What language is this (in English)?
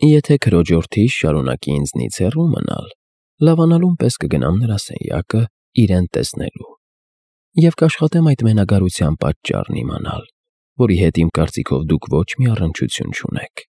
Armenian